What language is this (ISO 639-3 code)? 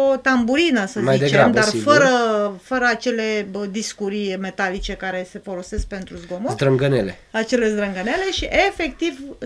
ron